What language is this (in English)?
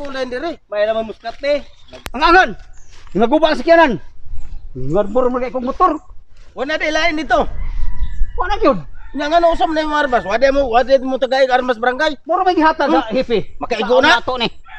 Cebuano